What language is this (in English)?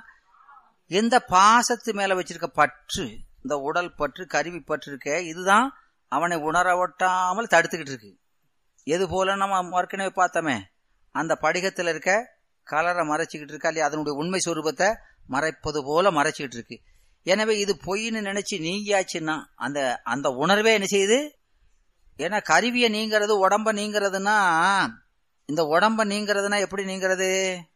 Tamil